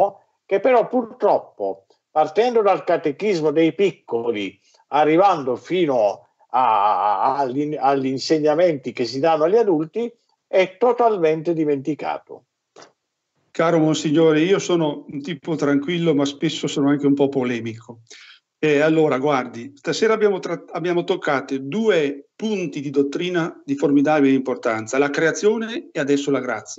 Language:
Italian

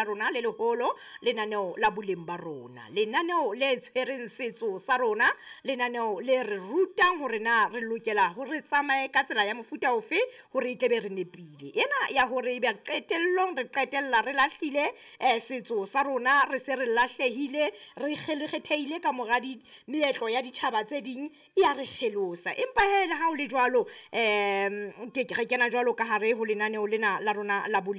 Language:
Southern Sotho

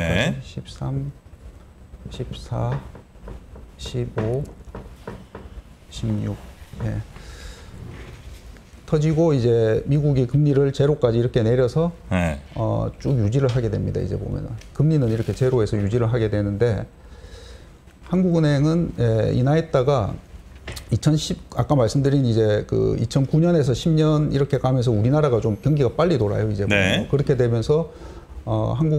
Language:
Korean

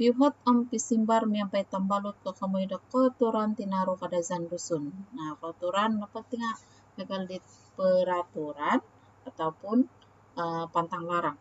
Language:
Central Dusun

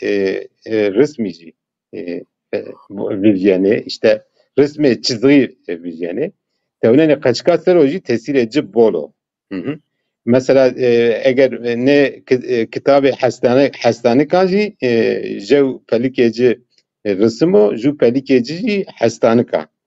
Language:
Zaza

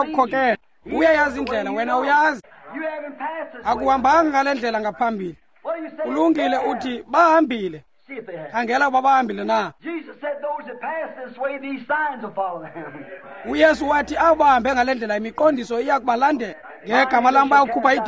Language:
Xhosa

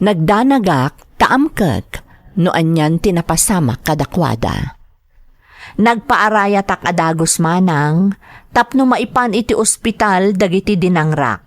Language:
Iloko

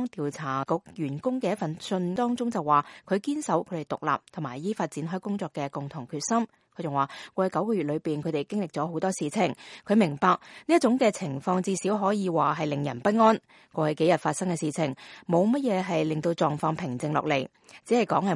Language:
Cantonese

